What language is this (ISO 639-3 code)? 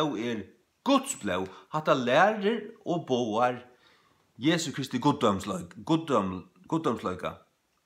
fao